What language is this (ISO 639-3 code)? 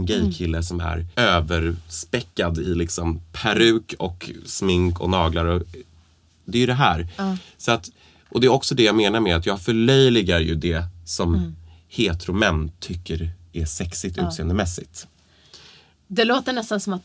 swe